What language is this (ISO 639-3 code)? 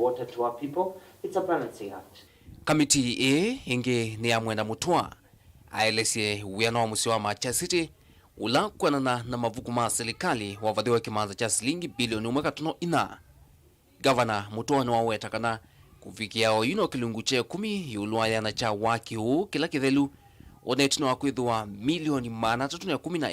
kam